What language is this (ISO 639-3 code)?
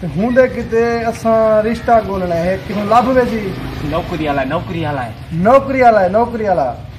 skr